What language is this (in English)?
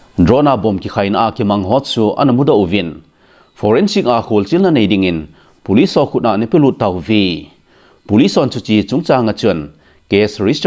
Thado Chin